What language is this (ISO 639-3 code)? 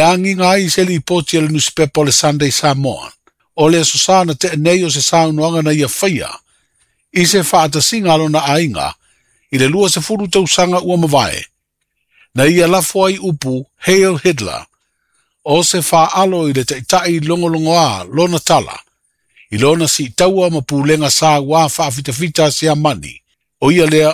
smo